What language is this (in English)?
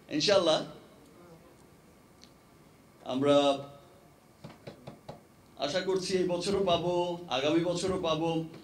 Bangla